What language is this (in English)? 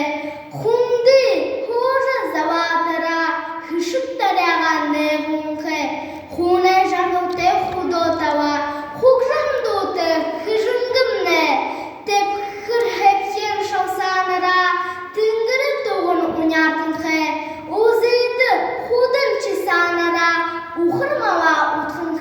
Buriat